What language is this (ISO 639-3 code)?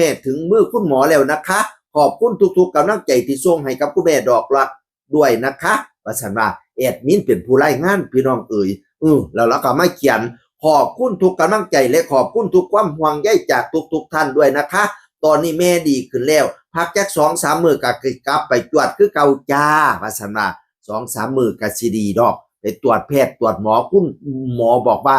tts